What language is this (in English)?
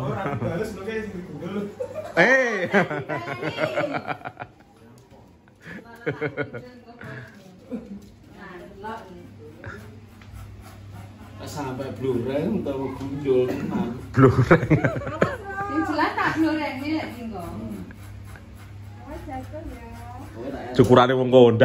Javanese